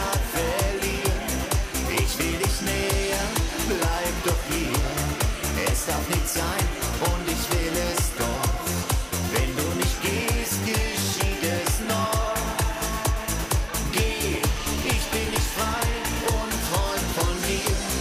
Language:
German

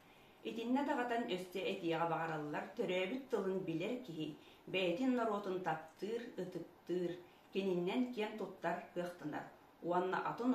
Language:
Yakut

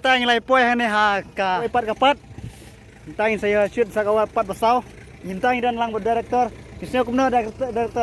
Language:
Khasi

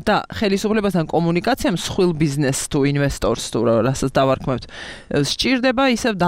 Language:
Georgian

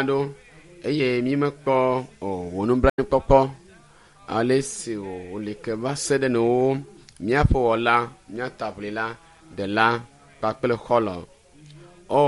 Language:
Ewe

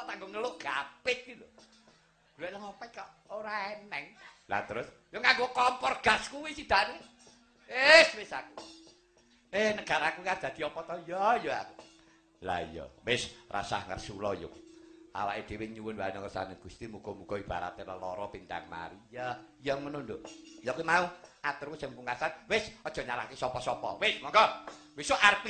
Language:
Javanese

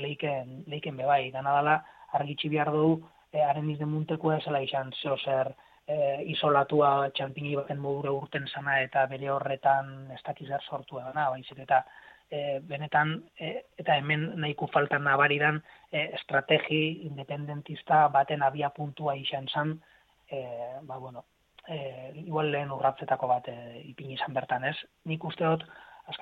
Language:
Basque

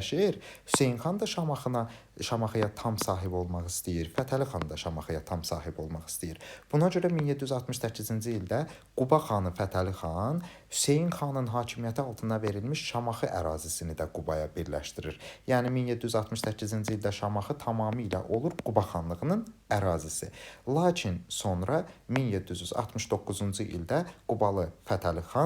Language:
Azerbaijani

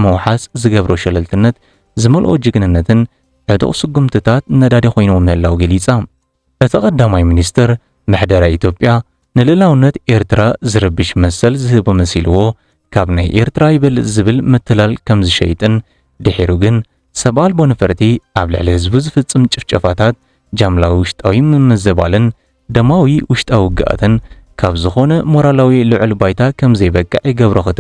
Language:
Tigrinya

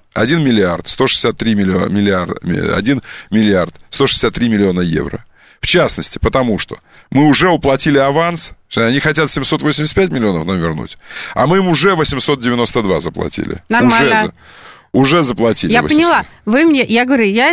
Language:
Russian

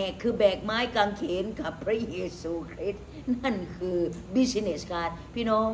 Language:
Thai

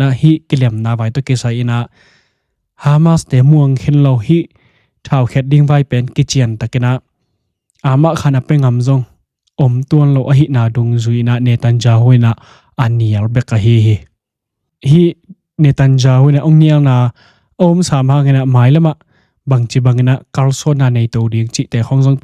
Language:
Tedim Chin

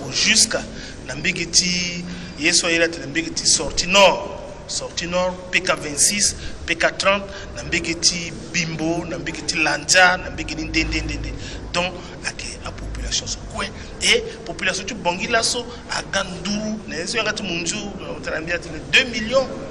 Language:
Sango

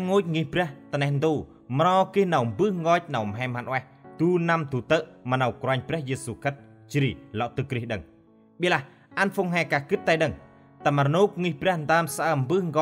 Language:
Central Mnong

